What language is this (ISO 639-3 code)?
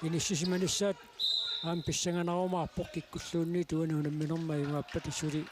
kal